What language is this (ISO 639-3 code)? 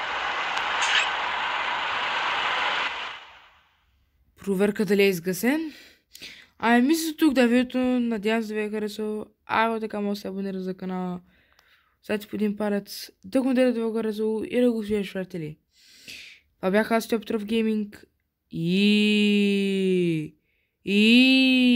bul